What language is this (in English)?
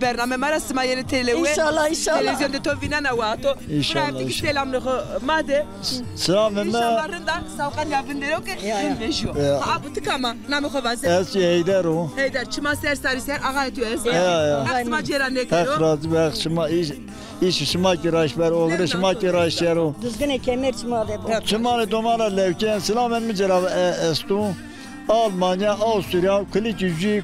Zaza